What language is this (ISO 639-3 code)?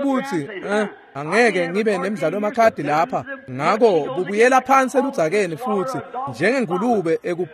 ssw